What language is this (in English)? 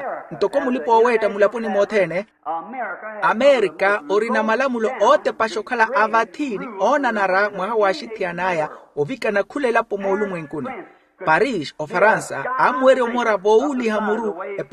Makhuwa